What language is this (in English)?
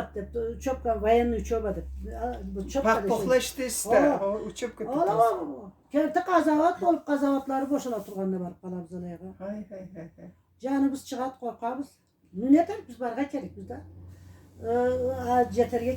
Karachay-Balkar